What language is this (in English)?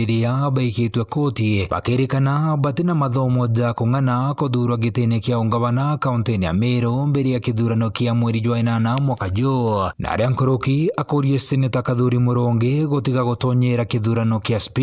Meru